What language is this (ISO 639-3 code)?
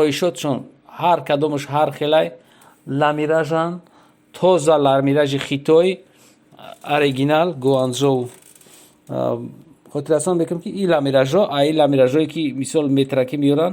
tgk